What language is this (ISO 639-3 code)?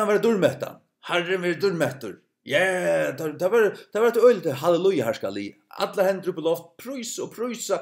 fao